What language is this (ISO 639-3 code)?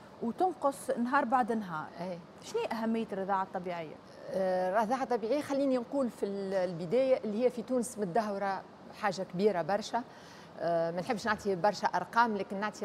aeb